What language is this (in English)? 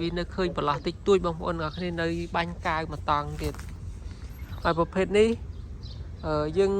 Khmer